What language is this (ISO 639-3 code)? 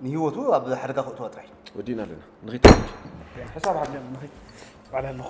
tir